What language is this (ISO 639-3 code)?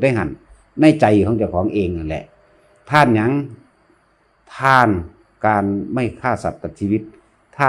lao